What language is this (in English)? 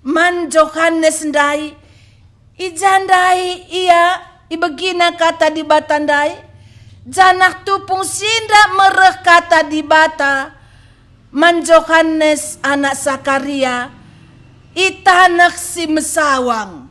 Batak Karo